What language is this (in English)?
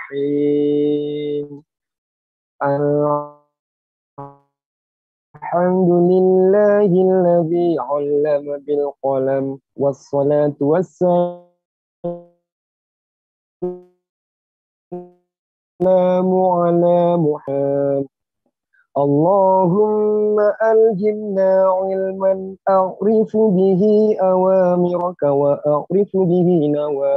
Indonesian